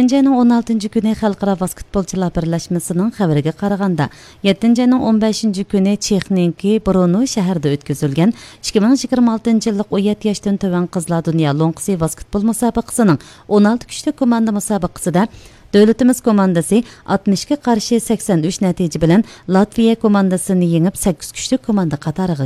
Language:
Uyghur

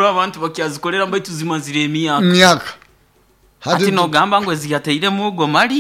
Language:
Nyoro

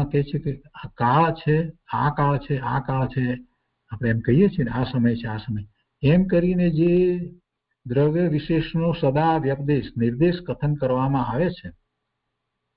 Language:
Gujarati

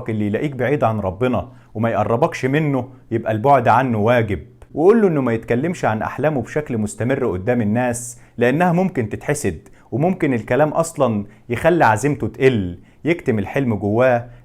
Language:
Egyptian Arabic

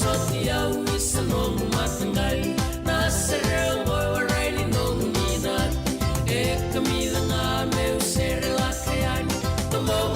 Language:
Fijian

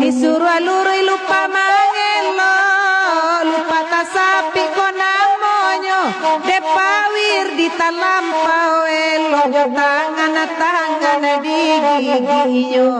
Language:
Minangkabau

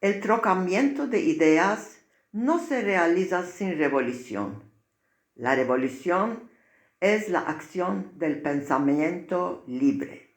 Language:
Ladino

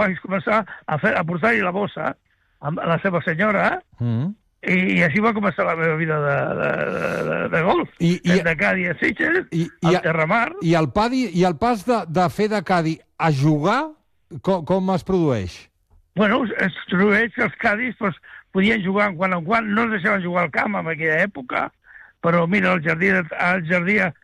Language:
Catalan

